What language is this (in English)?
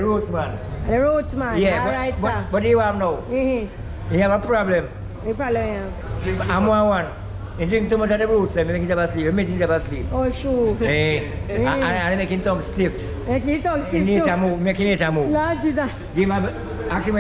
Jamaican Creole English